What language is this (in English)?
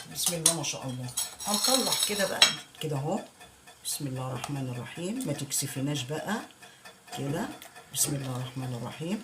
Egyptian Arabic